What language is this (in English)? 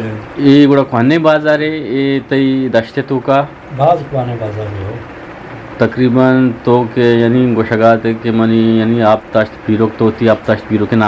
Eastern Balochi